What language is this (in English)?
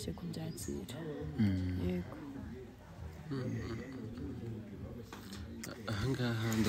Kinyarwanda